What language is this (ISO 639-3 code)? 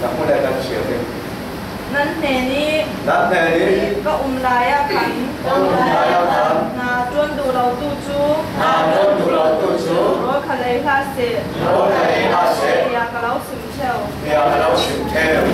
cfm